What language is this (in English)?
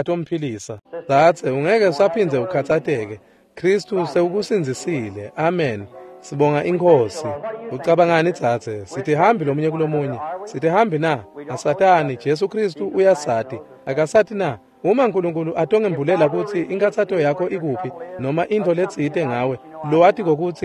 Swati